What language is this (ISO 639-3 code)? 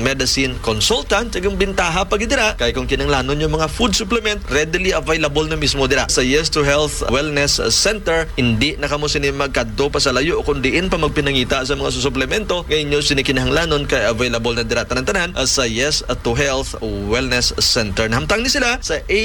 hil